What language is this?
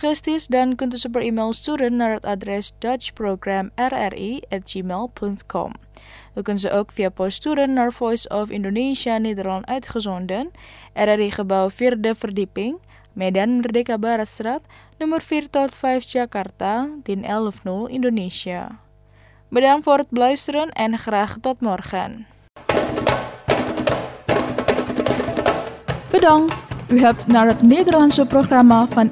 Dutch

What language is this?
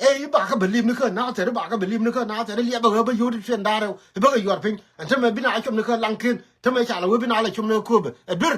Nuer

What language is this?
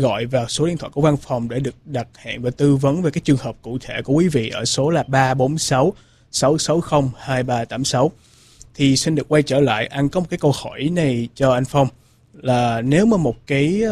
Vietnamese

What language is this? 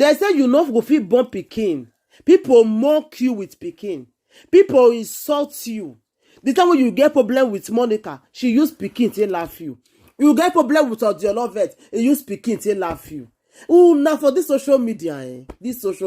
Nigerian Pidgin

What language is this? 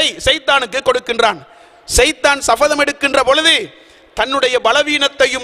Tamil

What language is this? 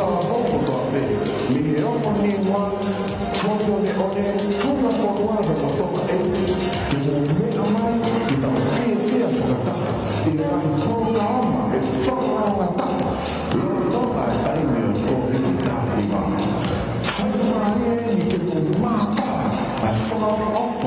Tongan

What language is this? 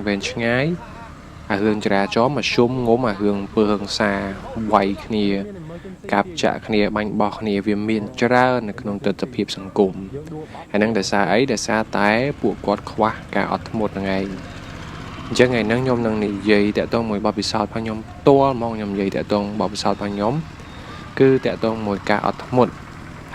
Khmer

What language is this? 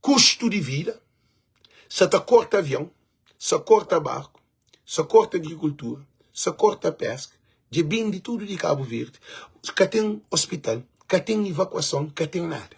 Kabuverdianu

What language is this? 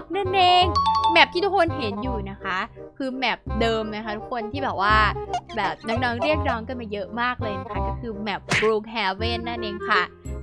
Thai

